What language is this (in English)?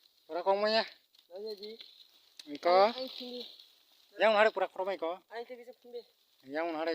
Kok Borok